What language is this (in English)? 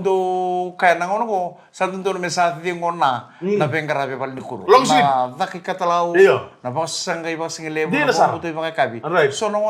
Fijian